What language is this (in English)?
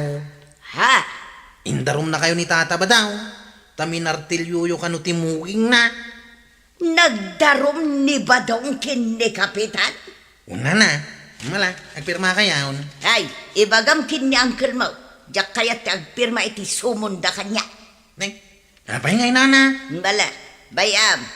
Iloko